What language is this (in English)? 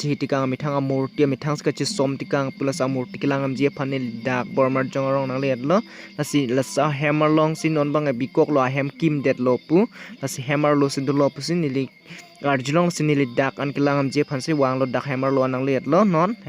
Karbi